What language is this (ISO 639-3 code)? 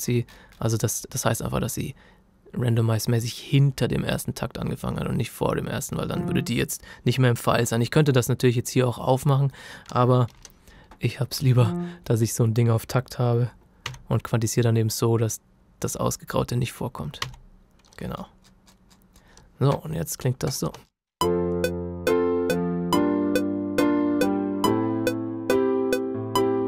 deu